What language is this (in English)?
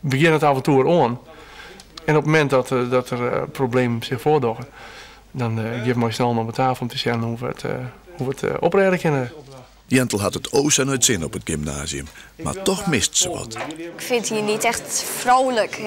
Western Frisian